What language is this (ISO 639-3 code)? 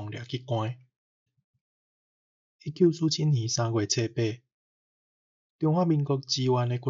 nan